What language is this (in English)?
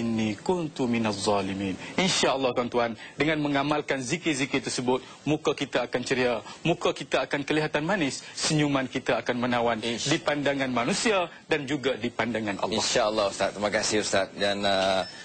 Malay